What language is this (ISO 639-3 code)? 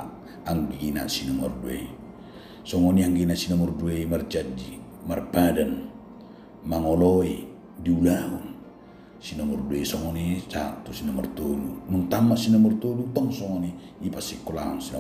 bbc